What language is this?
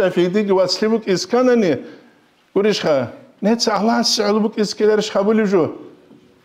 Avaric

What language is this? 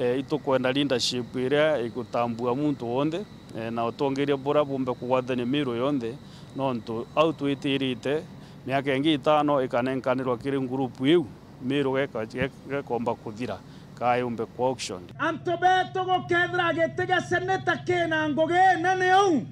Meru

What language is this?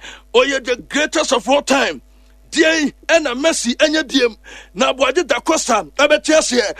Akan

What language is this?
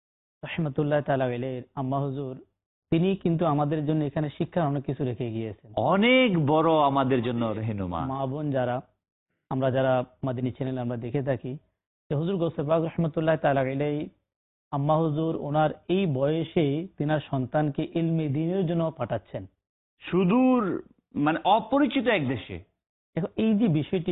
Bangla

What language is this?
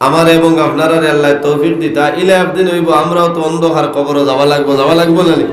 Sylheti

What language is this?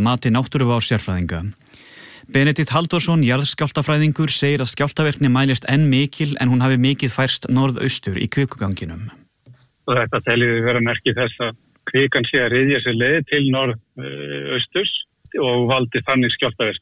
Icelandic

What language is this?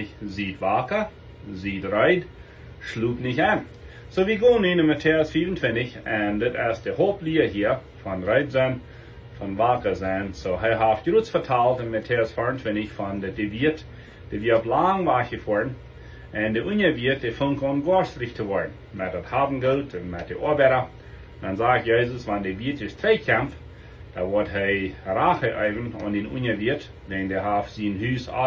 Plautdietsch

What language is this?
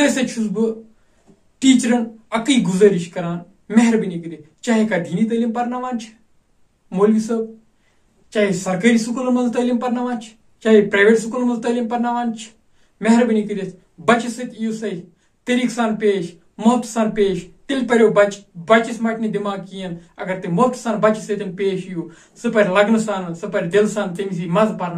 Kashmiri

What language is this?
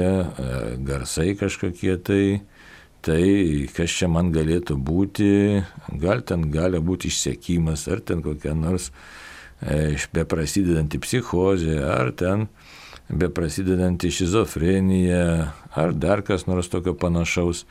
Lithuanian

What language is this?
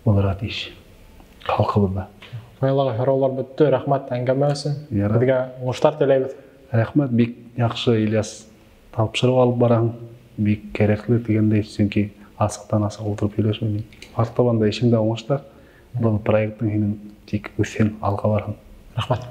Bashkir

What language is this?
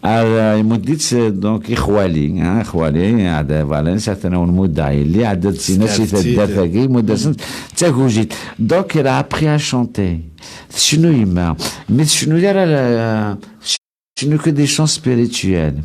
Kabyle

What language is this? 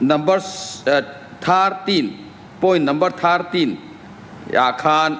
Mizo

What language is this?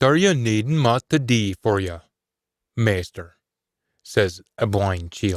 Scots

